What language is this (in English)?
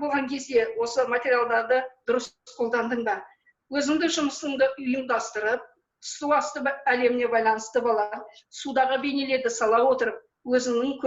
Kazakh